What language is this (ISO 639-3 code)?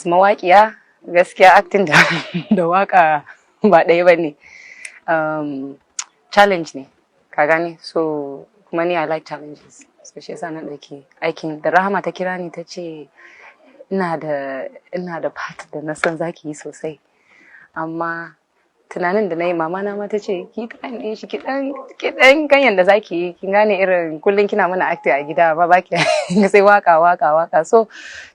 hau